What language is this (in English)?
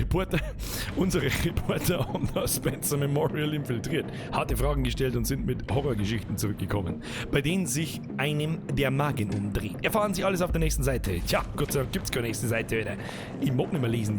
Bavarian